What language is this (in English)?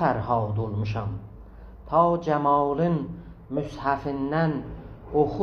South Azerbaijani